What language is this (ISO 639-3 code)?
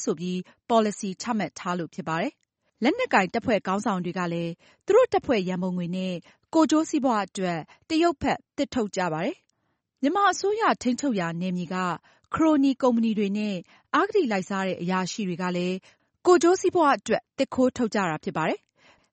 mya